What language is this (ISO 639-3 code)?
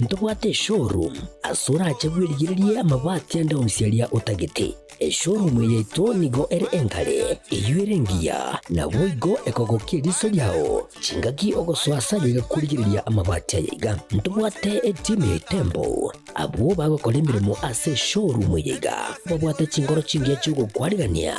guz